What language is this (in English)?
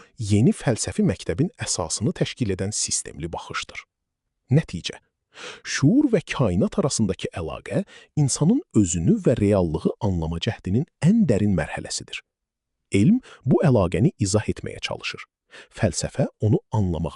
Azerbaijani